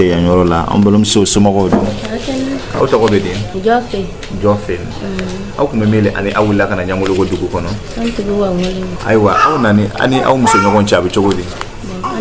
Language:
Dyula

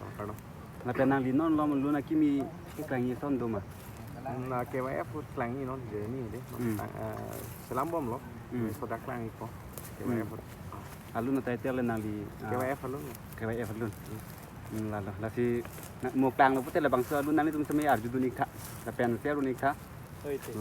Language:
Karbi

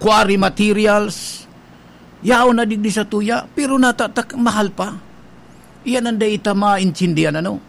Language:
Bikol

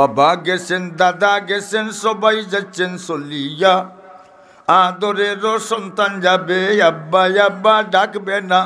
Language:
Sylheti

